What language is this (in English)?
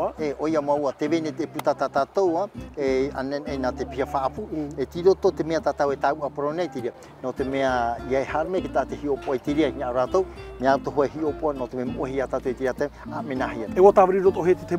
Tahitian